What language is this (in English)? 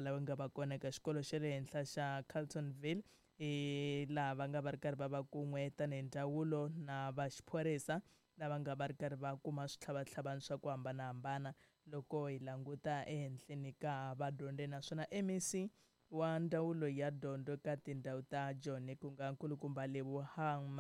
Tsonga